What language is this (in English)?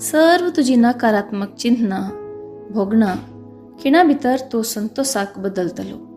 Konkani